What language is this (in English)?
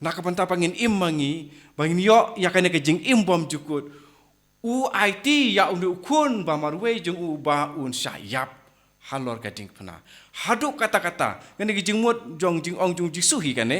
Khasi